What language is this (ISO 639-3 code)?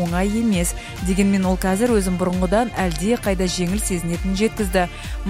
kaz